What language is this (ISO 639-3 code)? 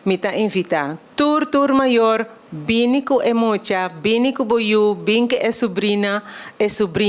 pap